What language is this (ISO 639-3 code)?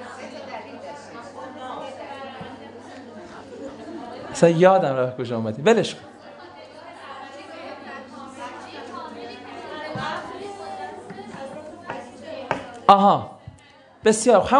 fas